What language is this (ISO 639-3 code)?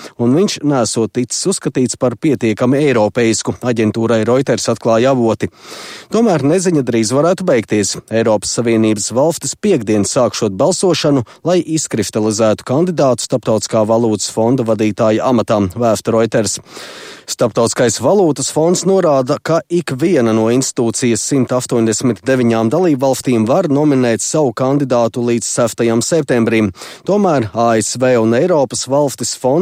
lav